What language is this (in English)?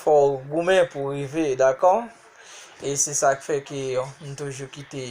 Haitian Creole